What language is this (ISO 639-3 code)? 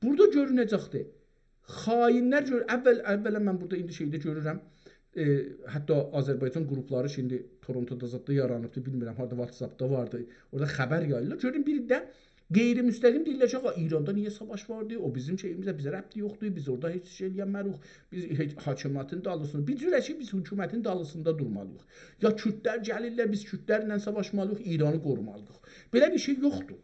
azb